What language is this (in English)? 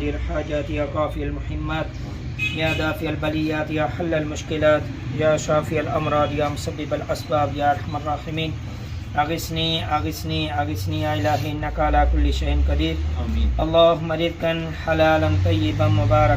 Pahari-Potwari